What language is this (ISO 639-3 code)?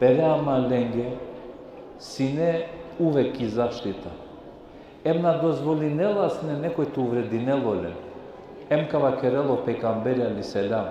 rmn